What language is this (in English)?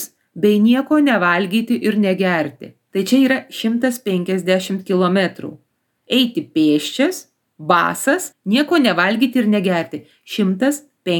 Lithuanian